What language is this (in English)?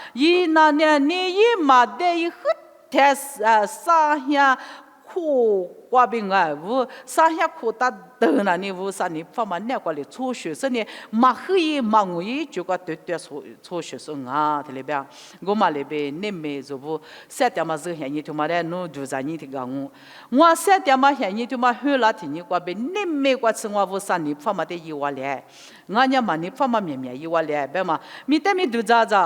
Lisu